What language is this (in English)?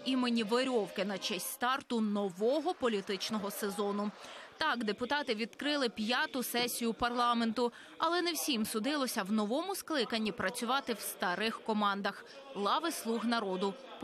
Ukrainian